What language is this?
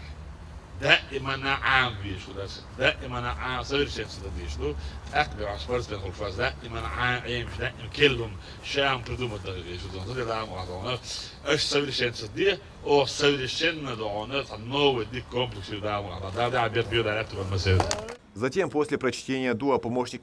Chechen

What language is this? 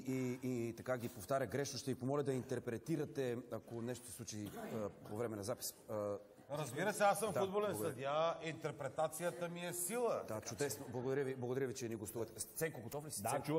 Bulgarian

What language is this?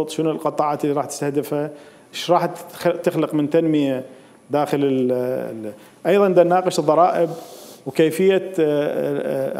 Mesopotamian Arabic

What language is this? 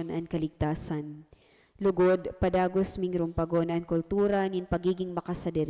Bikol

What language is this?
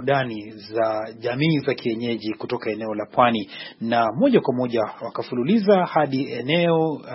Swahili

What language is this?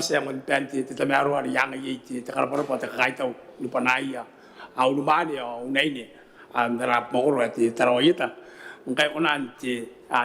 Gilbertese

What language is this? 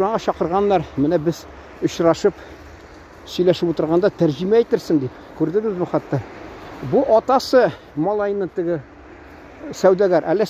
Tatar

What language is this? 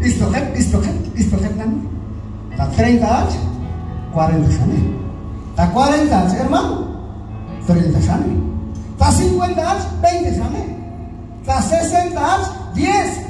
Q'anjob'al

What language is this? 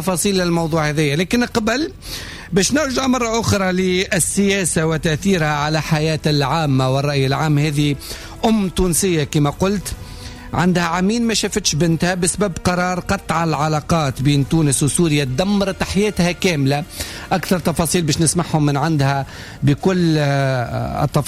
Tunisian Arabic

